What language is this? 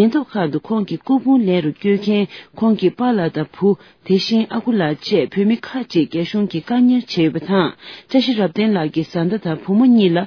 Tibetan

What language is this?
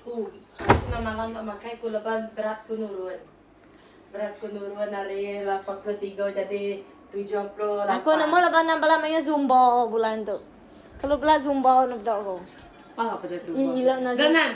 Iban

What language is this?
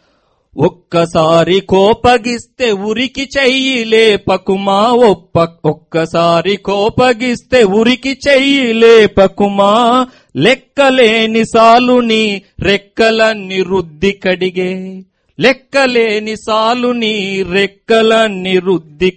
Telugu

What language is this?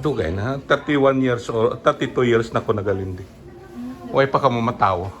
Hiligaynon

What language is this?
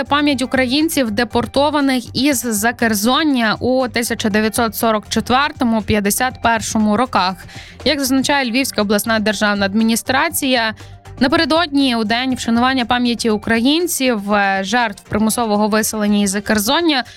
Ukrainian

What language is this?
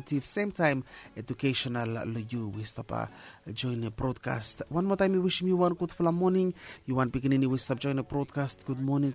Bislama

